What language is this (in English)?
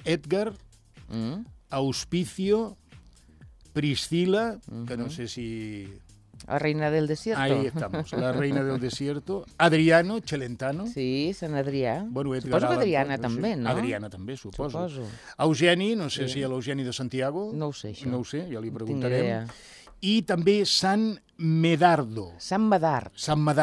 Catalan